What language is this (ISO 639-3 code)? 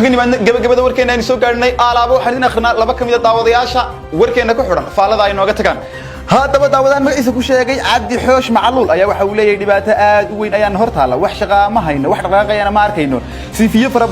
som